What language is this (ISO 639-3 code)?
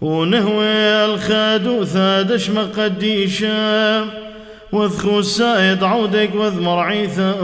syc